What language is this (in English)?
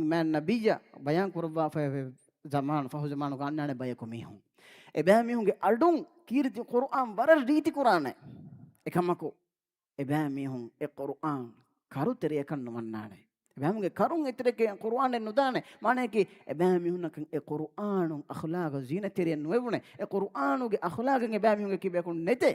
Divehi